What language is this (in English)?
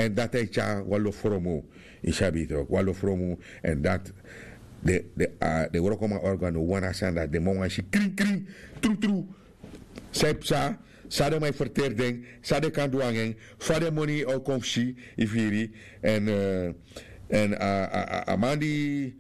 Sranan Tongo